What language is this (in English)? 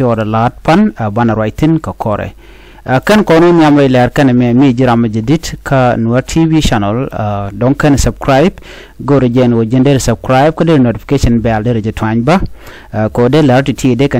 Nuer